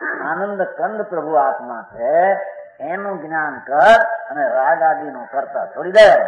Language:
Gujarati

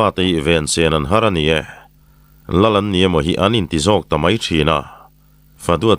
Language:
Mizo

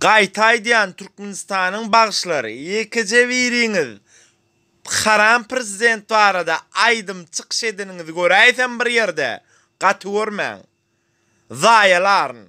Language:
Turkmen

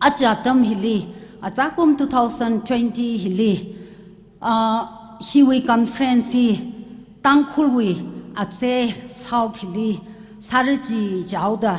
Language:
Tangkhul Naga (India)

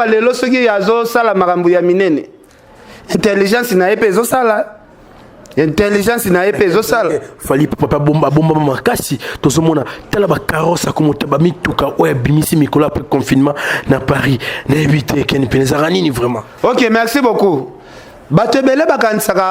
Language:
Lingala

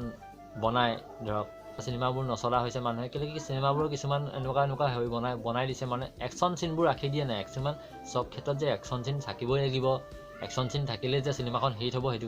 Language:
Assamese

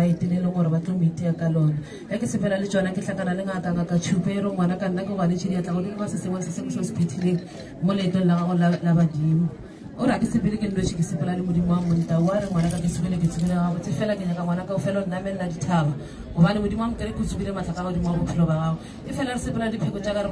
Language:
Northern Sotho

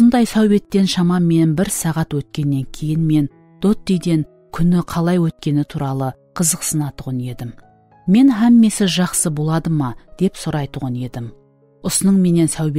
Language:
Kara-Kalpak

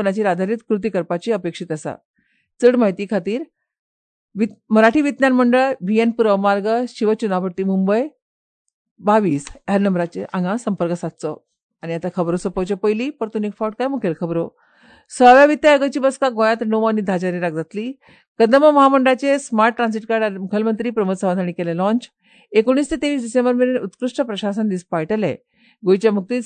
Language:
Konkani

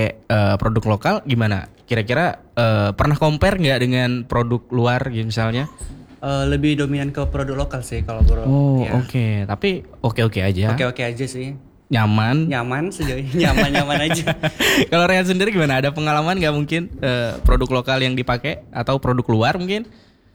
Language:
Indonesian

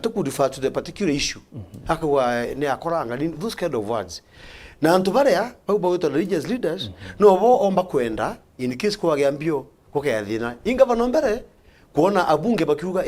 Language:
Meru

